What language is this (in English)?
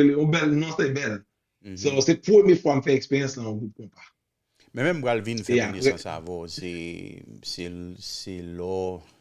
Haitian Creole